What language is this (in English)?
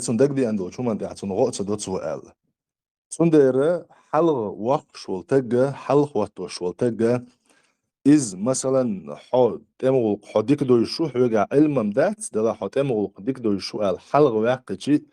Chechen